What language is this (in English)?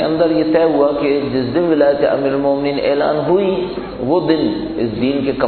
Urdu